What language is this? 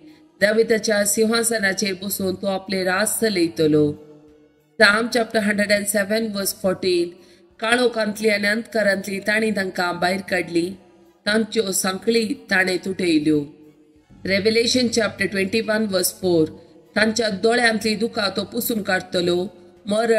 Konkani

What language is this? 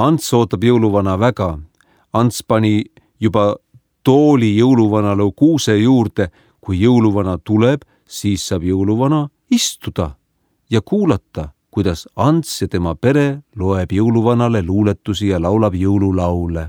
Estonian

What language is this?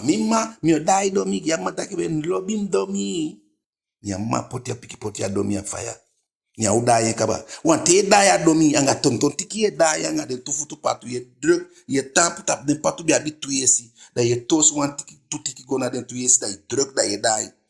Eastern Maroon Creole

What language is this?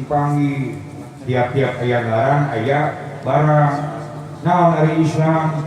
Sundanese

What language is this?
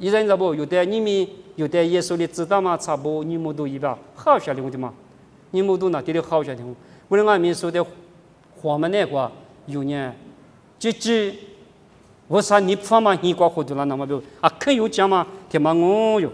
Lisu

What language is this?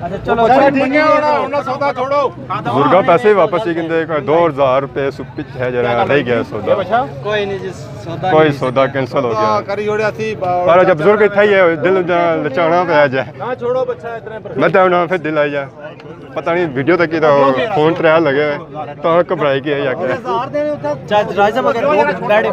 Pahari-Potwari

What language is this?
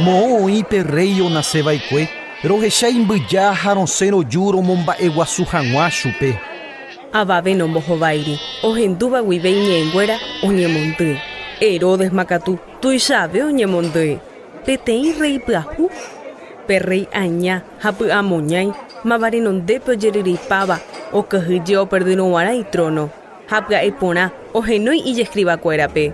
Guarani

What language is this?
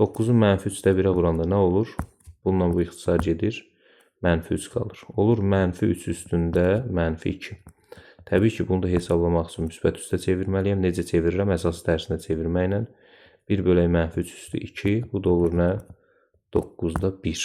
Azerbaijani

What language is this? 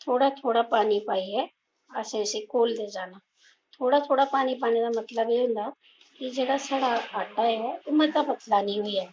Dogri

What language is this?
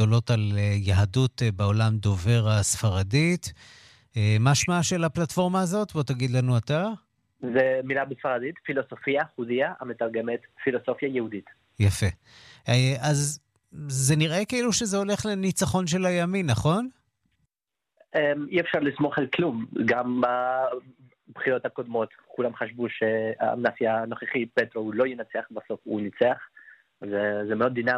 Hebrew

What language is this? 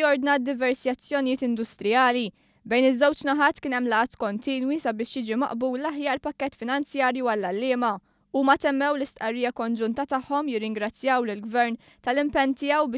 Maltese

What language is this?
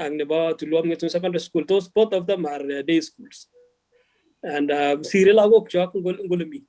Kalenjin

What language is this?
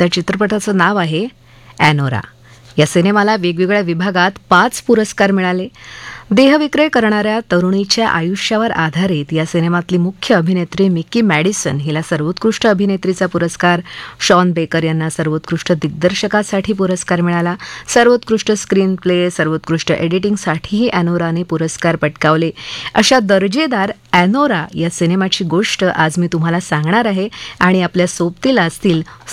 Marathi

